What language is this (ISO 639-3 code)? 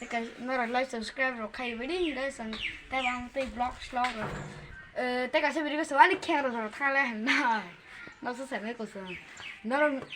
trp